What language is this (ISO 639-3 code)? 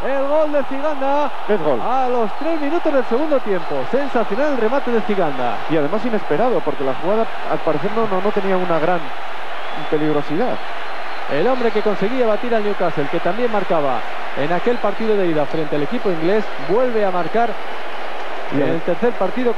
spa